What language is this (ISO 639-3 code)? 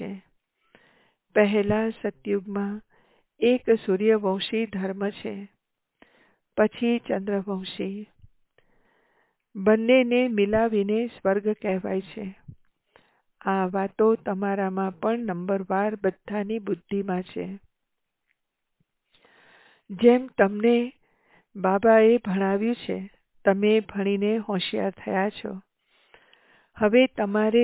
guj